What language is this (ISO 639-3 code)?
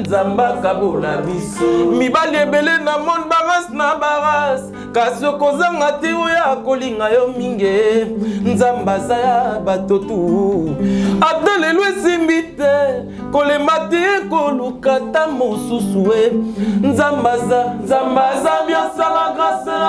lin